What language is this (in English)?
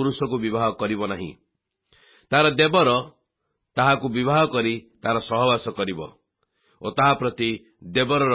Odia